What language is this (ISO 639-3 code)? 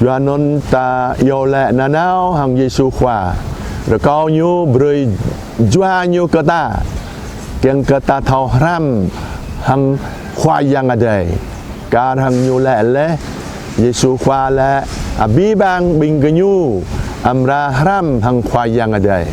jra